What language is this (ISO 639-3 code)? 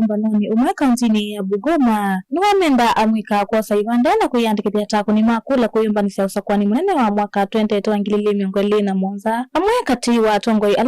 kam